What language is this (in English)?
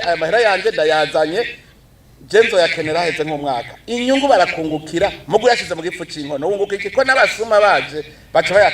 Rundi